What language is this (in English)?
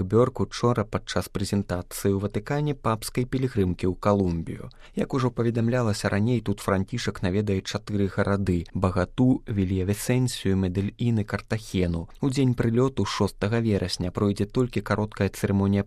Belarusian